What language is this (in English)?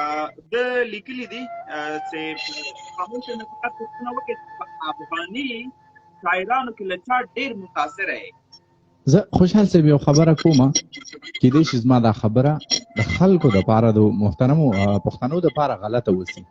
Pashto